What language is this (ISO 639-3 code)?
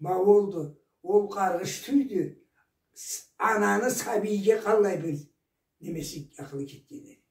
krc